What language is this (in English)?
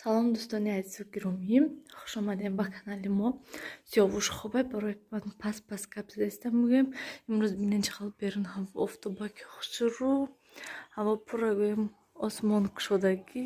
Tajik